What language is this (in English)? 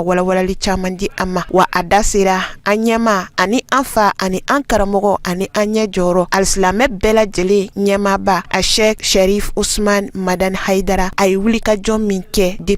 Bambara